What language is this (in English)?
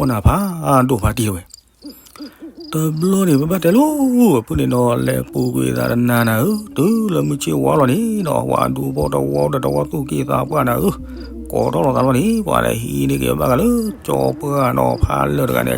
S'gaw Karen